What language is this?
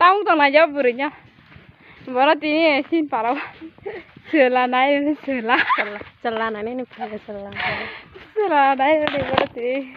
Kok Borok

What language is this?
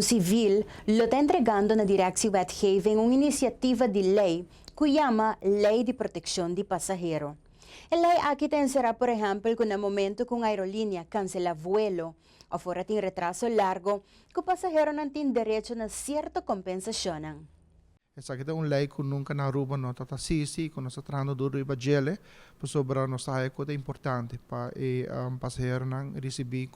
Papiamento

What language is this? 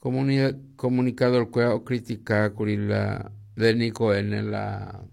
Guarani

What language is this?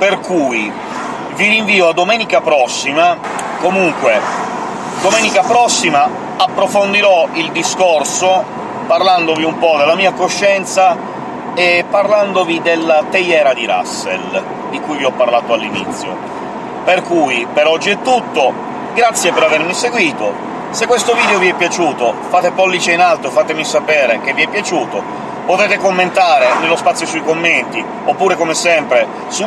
Italian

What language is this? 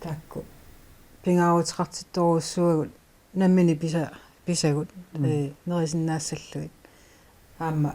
Kalaallisut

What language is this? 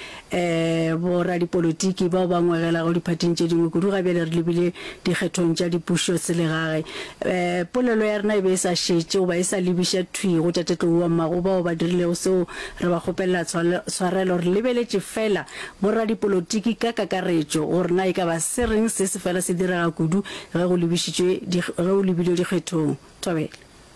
Northern Sotho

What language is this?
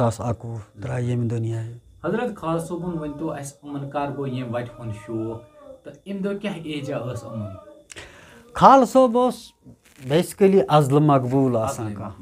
Kashmiri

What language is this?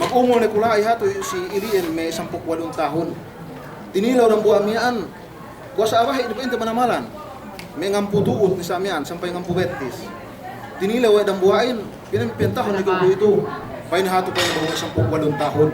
Yakan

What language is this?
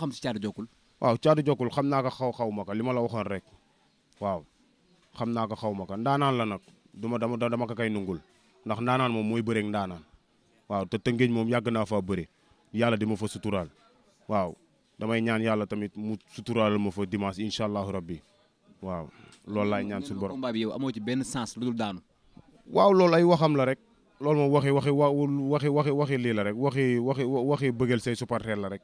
Wolof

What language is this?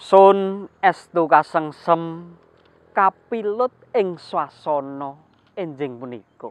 Javanese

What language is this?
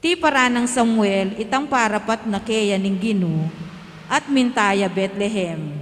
Pampanga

